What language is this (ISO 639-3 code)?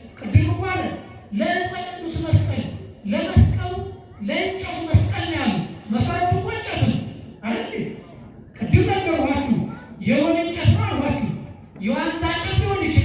amh